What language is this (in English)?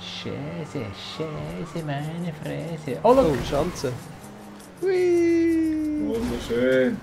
Swiss German